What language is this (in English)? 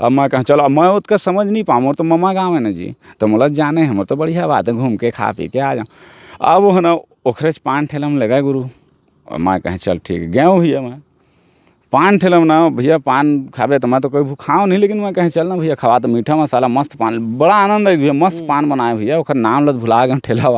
Chhattisgarhi